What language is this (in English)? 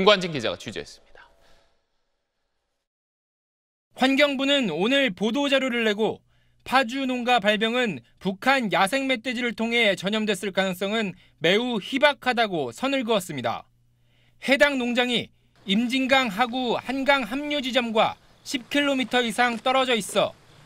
Korean